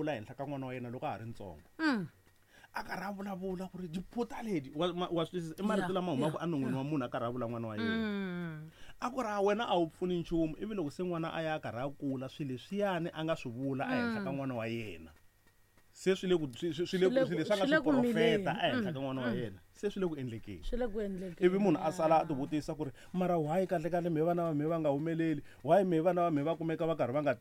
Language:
Tsonga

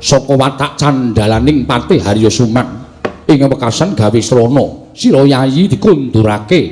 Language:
Javanese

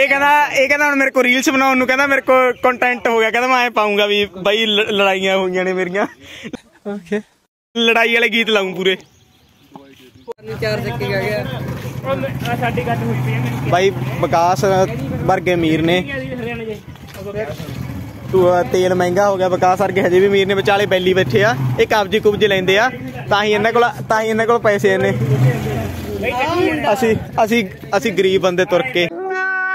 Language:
Punjabi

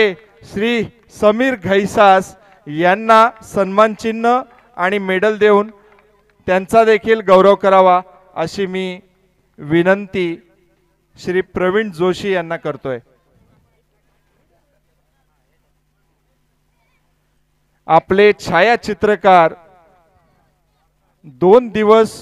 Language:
Marathi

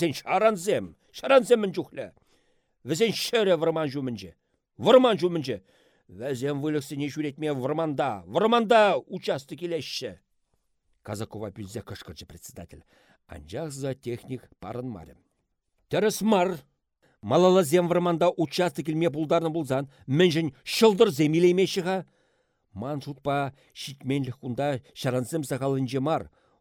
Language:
Chuvash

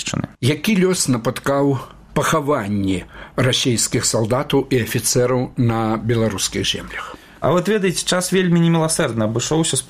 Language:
Belarusian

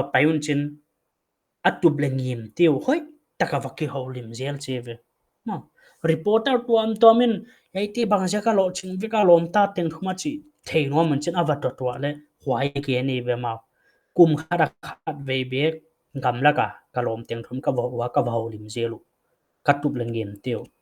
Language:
Paite Chin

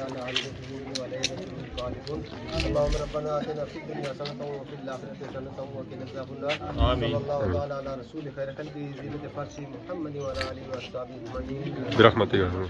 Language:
Pahari-Potwari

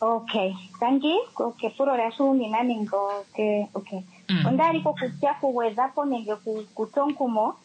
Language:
Kuanyama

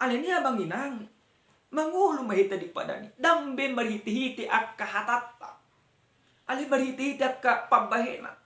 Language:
Batak Toba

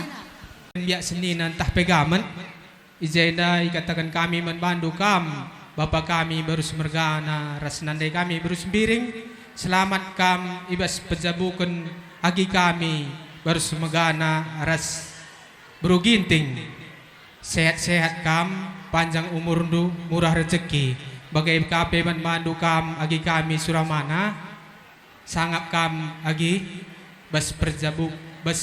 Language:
Batak Karo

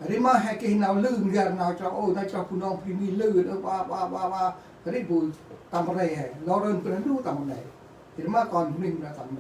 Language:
Central Mnong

